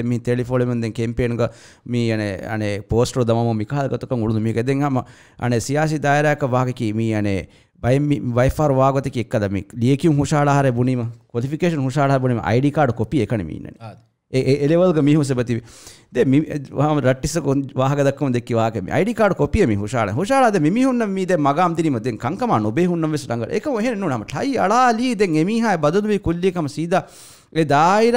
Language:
Divehi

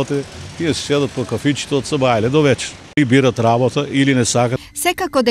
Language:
Macedonian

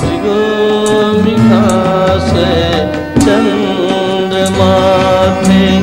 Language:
Newari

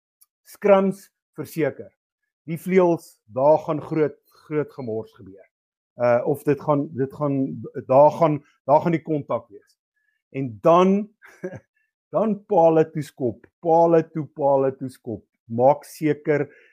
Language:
Afrikaans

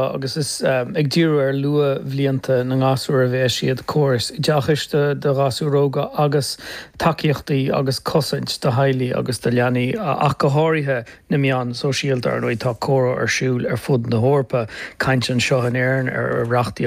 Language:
Irish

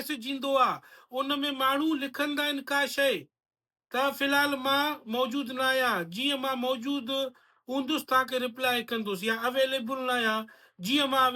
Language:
Sindhi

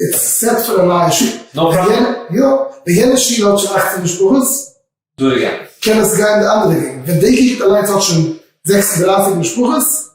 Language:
Yiddish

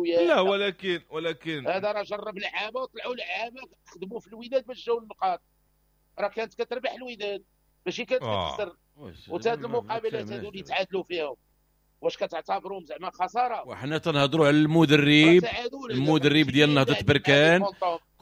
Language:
Moroccan Arabic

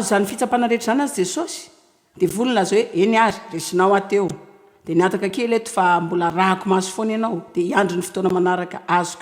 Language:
Malagasy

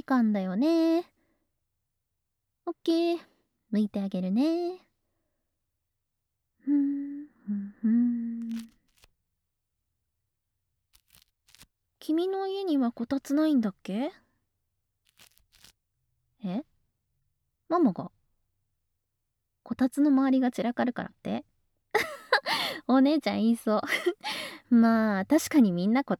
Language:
Japanese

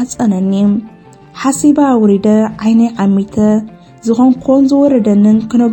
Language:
Tigrinya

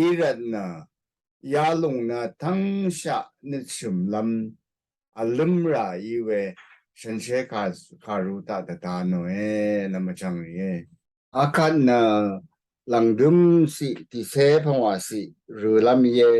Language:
Rawang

